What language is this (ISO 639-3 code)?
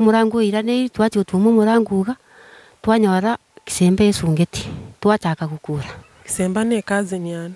guz